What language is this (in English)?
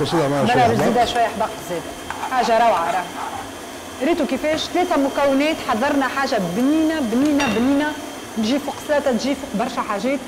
Tunisian Arabic